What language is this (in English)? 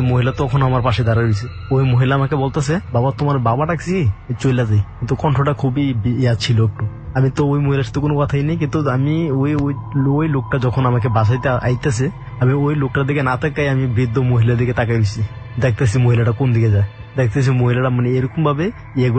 Bangla